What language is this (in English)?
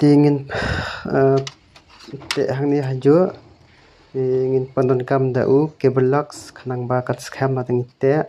Khasi